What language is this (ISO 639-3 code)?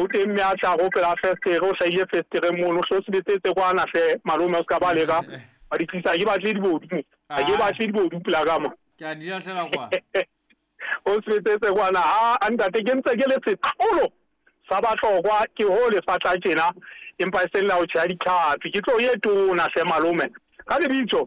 sot